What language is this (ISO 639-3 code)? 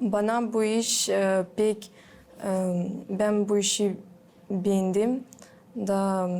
gag